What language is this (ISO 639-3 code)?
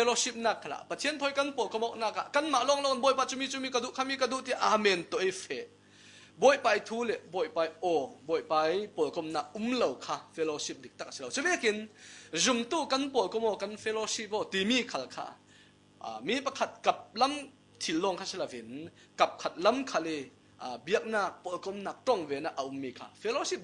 cfm